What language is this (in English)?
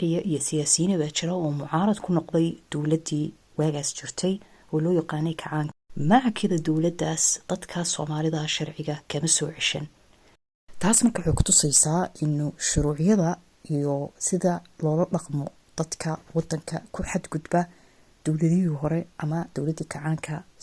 Somali